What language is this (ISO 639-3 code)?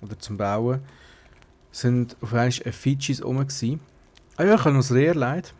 gsw